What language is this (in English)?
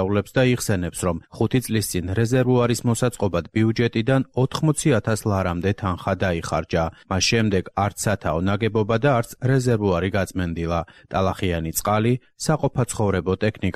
Georgian